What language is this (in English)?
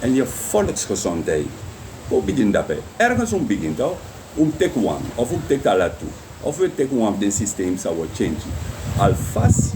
Sranan Tongo